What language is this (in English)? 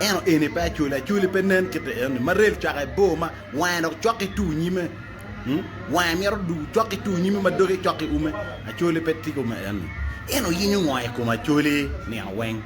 Acoli